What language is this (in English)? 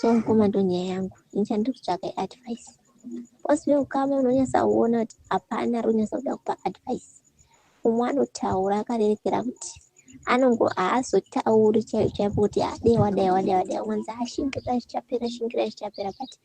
Shona